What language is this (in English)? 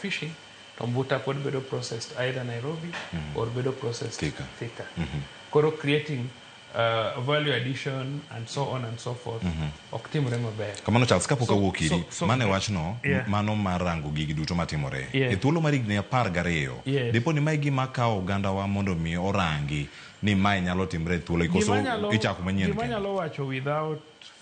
Luo (Kenya and Tanzania)